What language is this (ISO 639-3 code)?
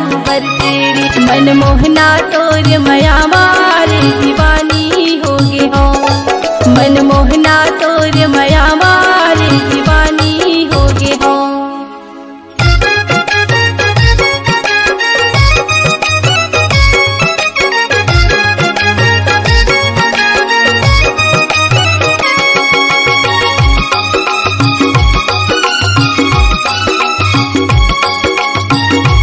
hne